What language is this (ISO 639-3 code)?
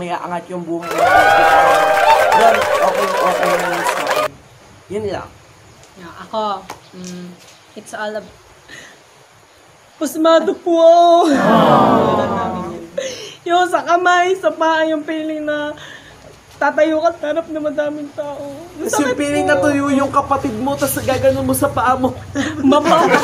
fil